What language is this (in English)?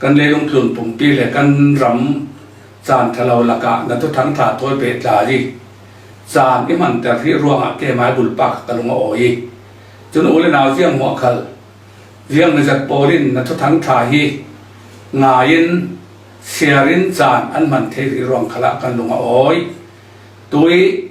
Falam Chin